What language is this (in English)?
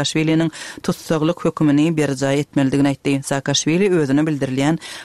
Turkmen